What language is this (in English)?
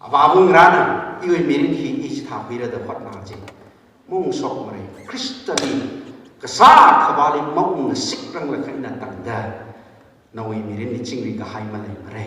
Tangkhul Naga (India)